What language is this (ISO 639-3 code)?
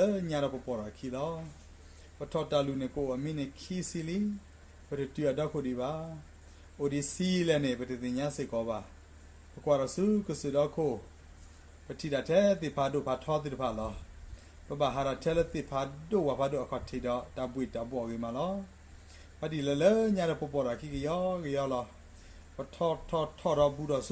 ksw